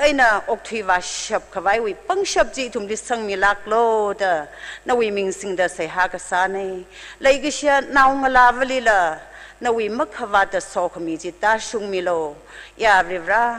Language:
Tangkhul Naga (India)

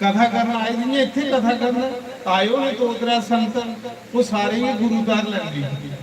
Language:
Dogri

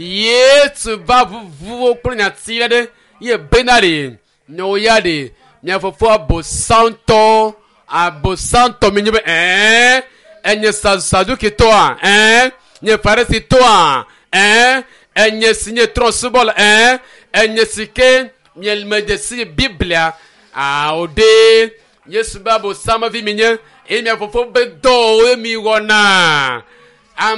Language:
Ewe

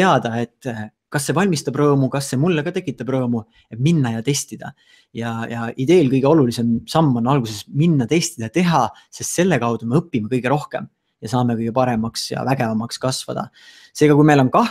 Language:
Estonian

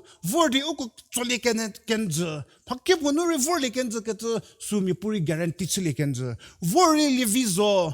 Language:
Angami Naga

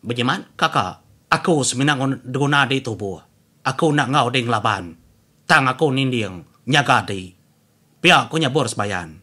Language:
Iban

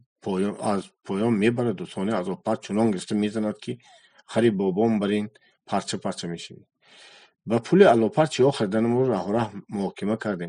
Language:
Tajik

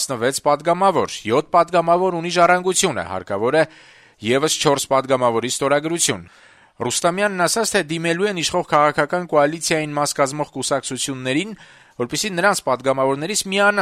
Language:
Armenian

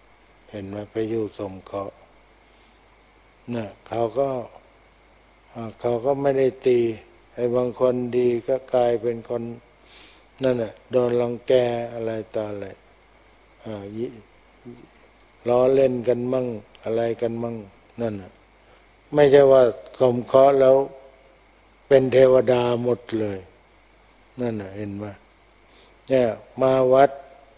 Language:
Thai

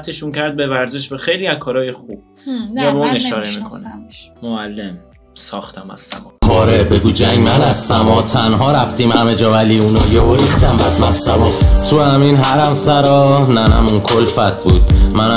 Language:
Persian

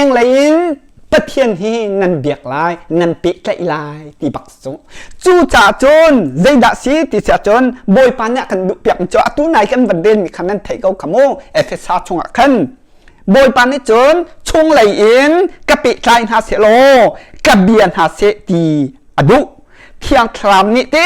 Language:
Hakha Chin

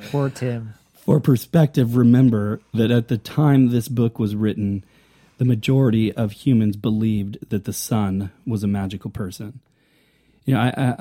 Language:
English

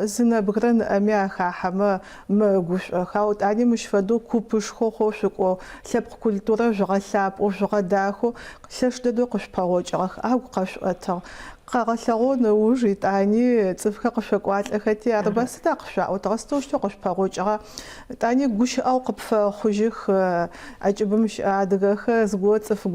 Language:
Adyghe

